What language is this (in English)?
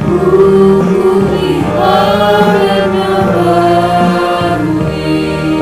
Batak Simalungun